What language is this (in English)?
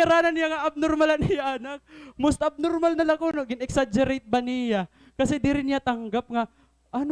Waray